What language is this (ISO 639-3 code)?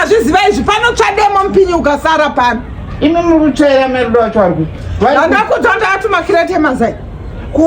sna